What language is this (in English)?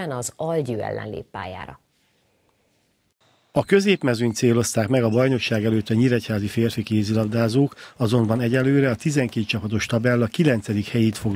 Hungarian